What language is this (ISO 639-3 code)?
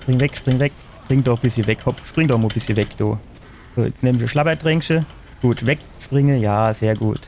pfl